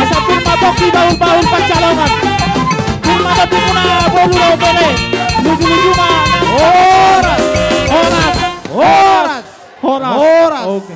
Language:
Batak Toba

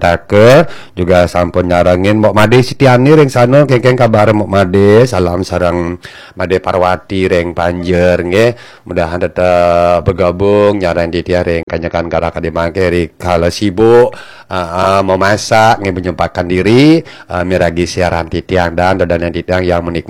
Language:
Balinese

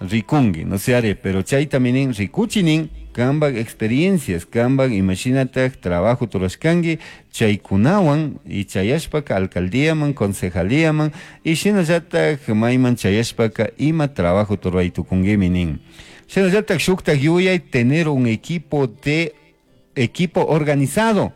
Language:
Chimborazo Highland Quichua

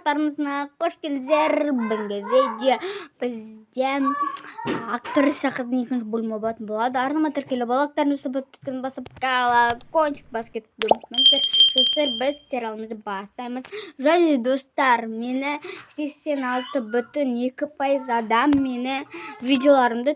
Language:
Kazakh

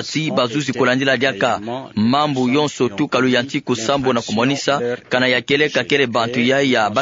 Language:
Kituba (Democratic Republic of Congo)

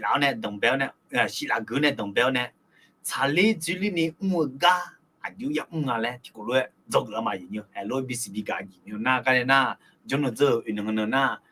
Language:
Akha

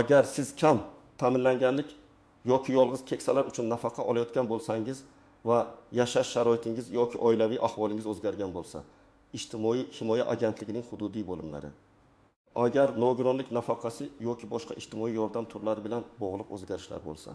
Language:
Uzbek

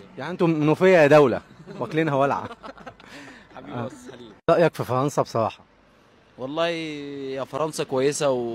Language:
Egyptian Arabic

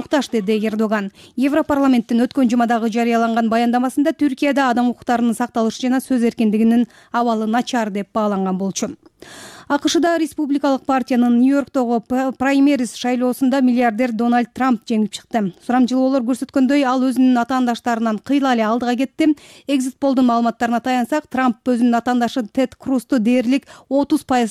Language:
Kyrgyz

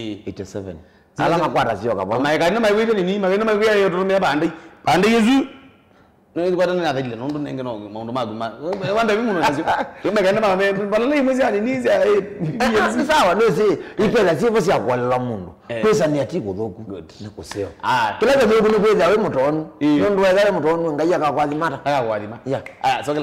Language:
Kamba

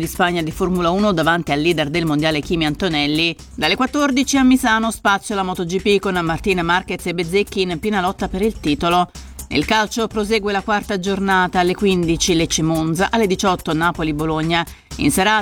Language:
Italian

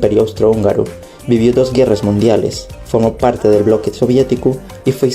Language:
Asturian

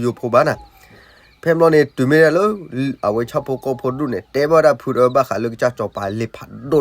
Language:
S'gaw Karen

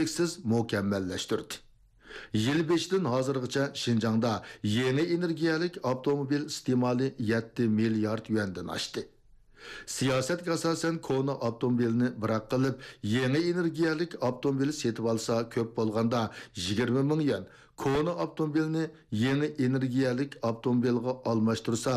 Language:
Uyghur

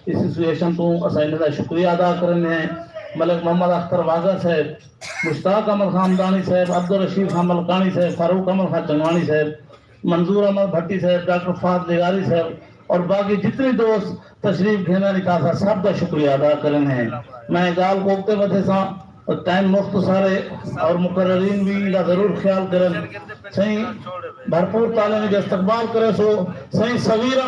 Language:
Saraiki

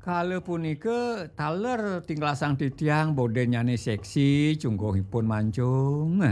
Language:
Balinese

